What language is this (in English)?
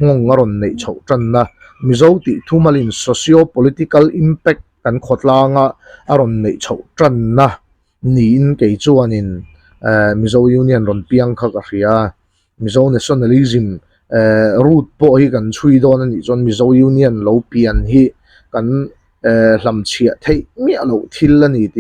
Mizo